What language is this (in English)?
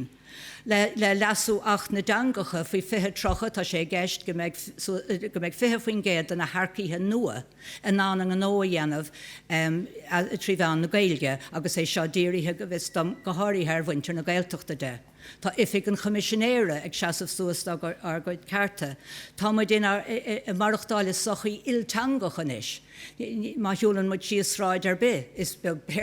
Irish